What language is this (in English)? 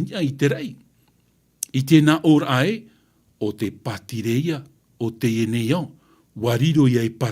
Tahitian